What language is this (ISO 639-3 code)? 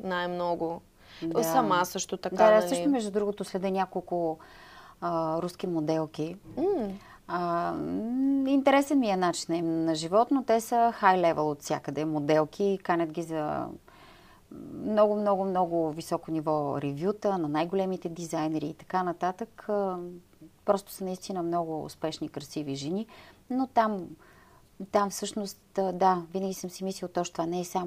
bul